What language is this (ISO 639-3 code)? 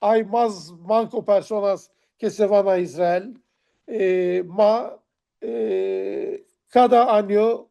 lad